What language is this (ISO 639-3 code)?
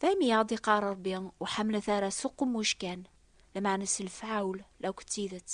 kab